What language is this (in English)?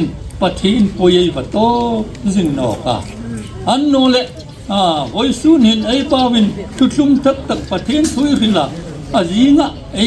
Hmar